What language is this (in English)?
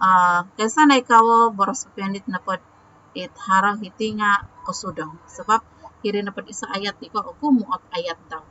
Central Dusun